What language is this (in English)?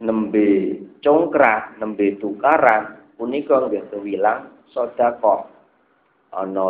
Javanese